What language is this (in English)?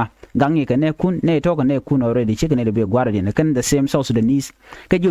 Nuer